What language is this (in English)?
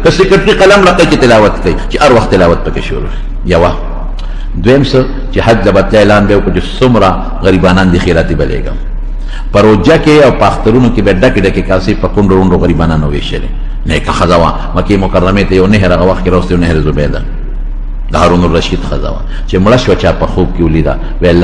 Pashto